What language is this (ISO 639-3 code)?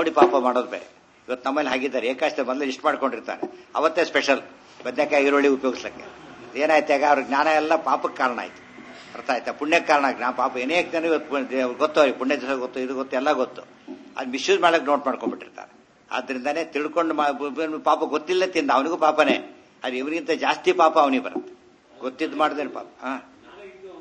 kan